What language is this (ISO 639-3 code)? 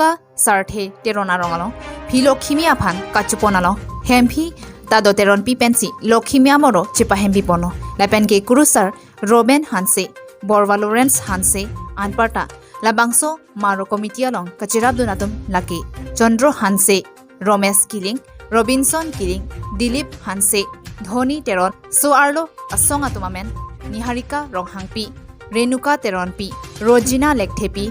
mjw